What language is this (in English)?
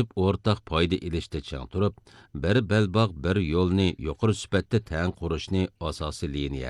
Uyghur